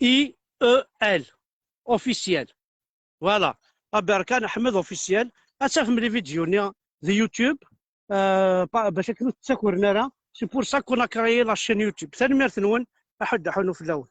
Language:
Kabyle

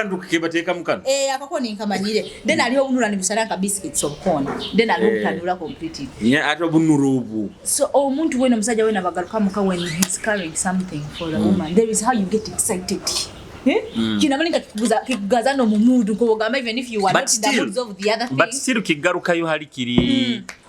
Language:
Nyoro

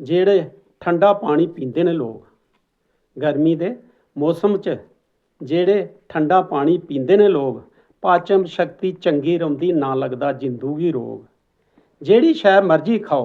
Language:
Dogri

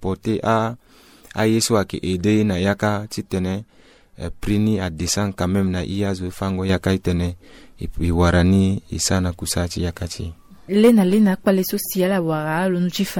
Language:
Sango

